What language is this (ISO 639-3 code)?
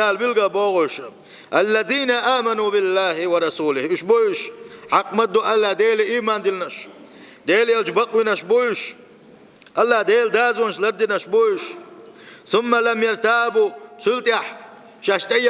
che